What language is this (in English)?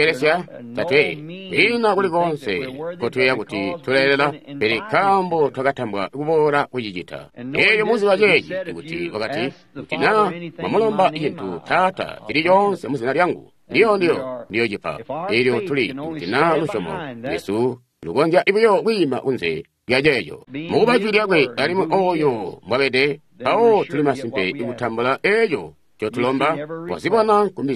Tonga (Zambia)